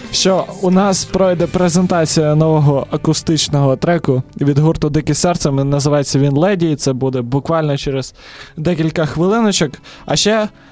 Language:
Ukrainian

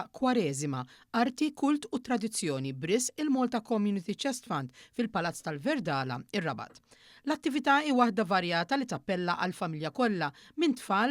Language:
Maltese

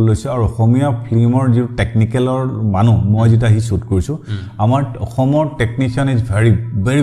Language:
Assamese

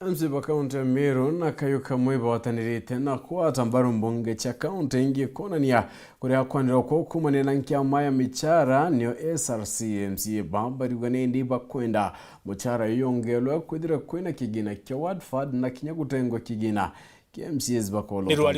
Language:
Meru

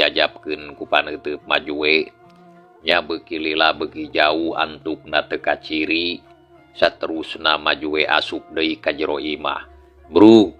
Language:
Sundanese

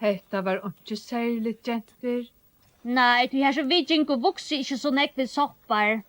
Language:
Faroese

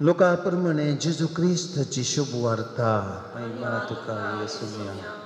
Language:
Konkani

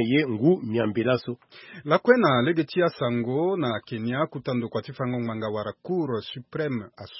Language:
Sango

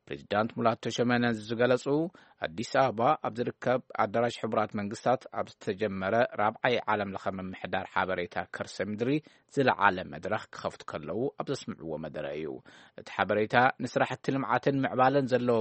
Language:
Tigrinya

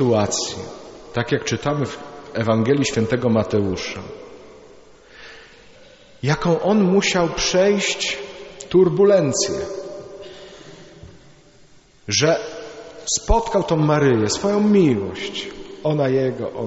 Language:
Polish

